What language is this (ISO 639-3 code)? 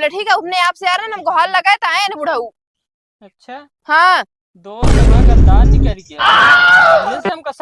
awa